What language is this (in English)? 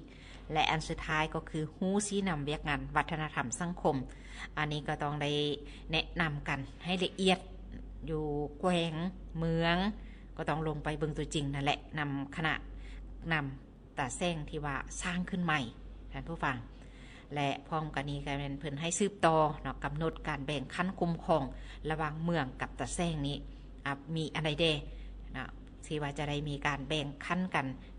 Lao